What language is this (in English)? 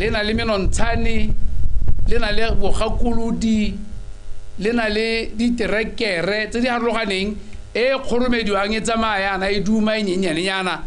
Tswana